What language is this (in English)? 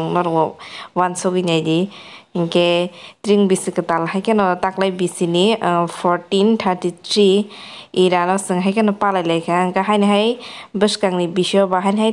Kok Borok